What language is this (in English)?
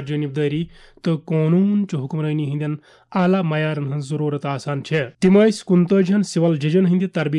Kashmiri